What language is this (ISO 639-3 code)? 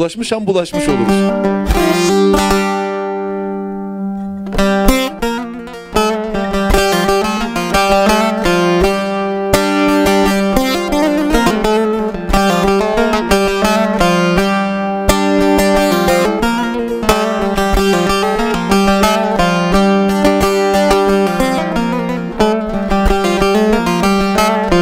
tur